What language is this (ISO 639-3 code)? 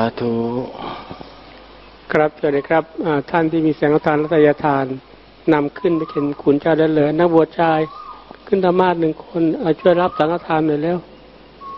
tha